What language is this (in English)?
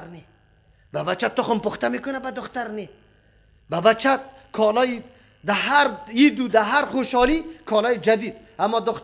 Persian